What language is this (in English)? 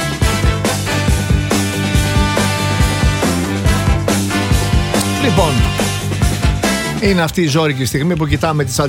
Greek